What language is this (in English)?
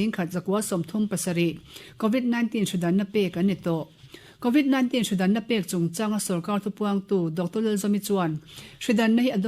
Mizo